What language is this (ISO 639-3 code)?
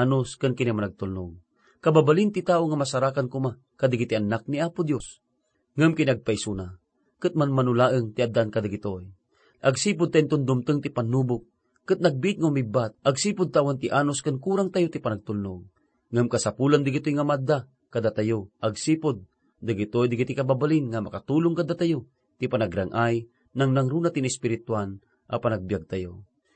ilo